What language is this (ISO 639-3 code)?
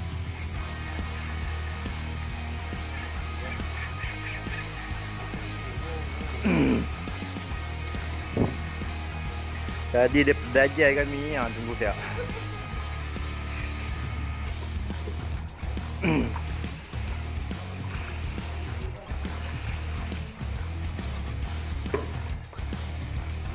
msa